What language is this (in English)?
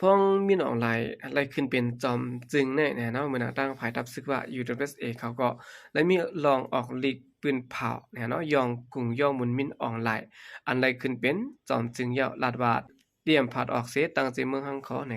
Shan